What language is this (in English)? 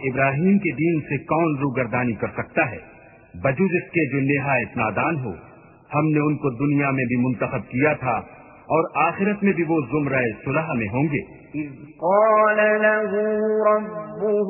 Urdu